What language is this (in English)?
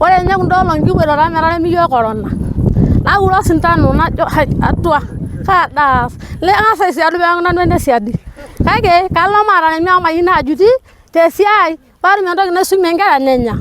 Masai